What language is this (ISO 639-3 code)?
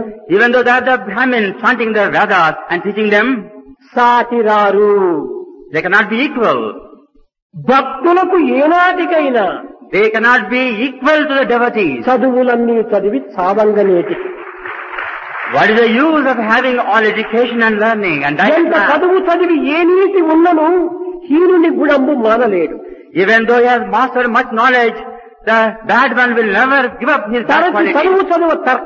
tel